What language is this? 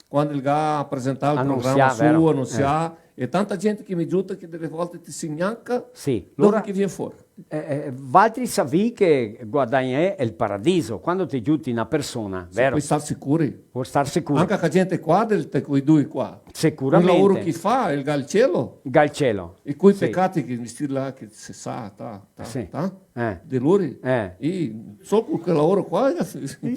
Venetian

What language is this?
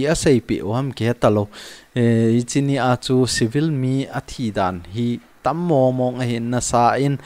Thado Chin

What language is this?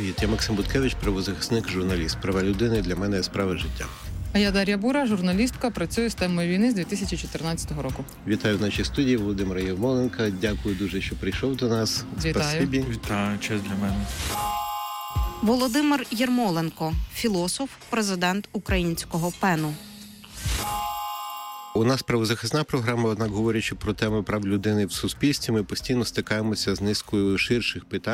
Ukrainian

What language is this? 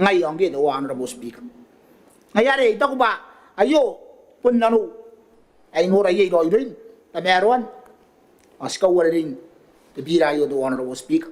Gilbertese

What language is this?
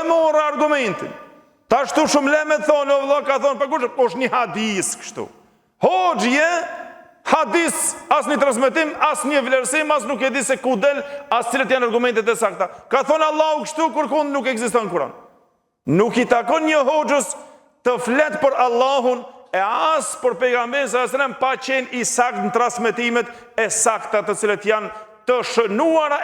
Albanian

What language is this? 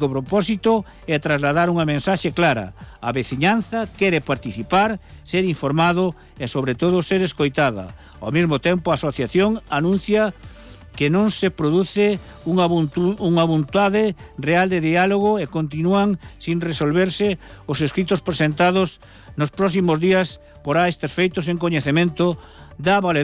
Galician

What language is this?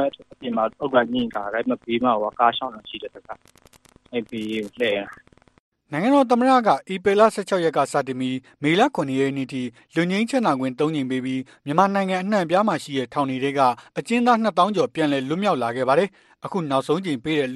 Burmese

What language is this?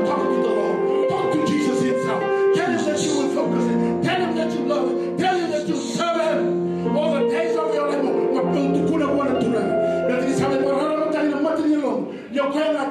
Fijian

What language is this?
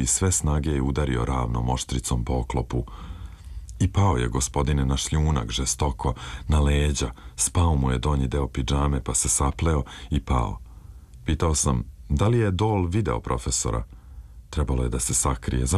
Serbian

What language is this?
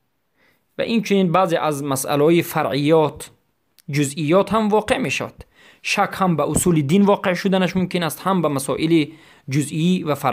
Persian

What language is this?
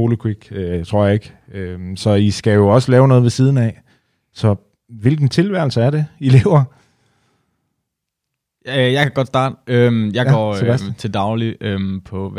Danish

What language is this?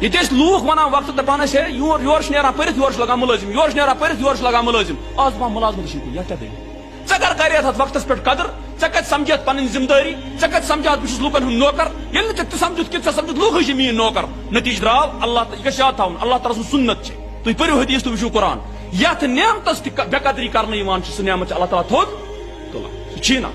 Kashmiri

